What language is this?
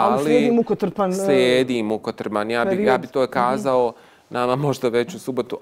Bosnian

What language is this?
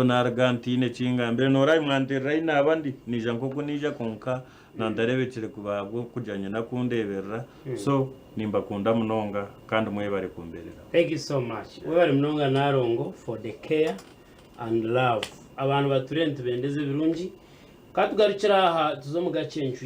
Nyankole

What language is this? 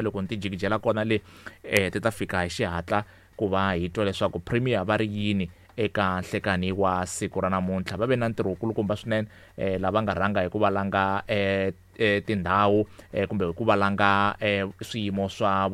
Tsonga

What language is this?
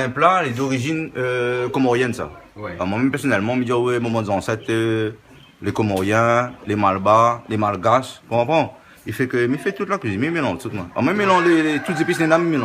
Réunion Creole French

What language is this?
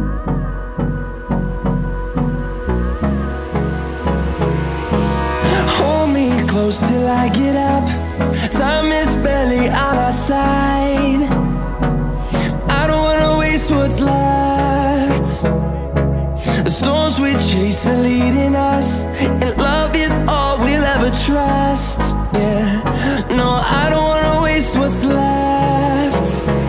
English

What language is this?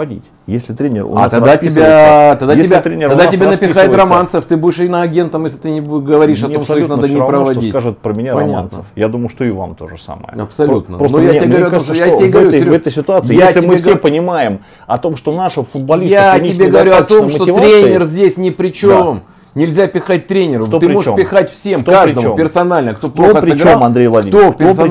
Russian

